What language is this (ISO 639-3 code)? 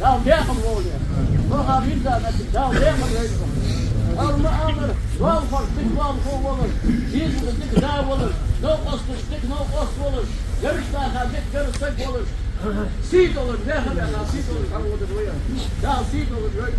inh